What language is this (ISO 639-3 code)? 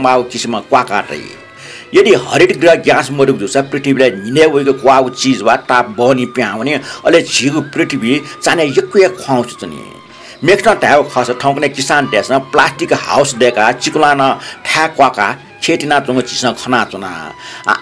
new